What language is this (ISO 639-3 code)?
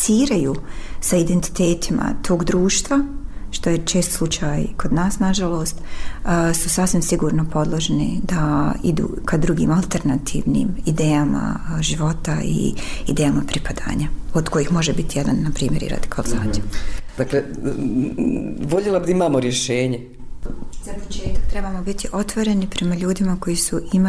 bos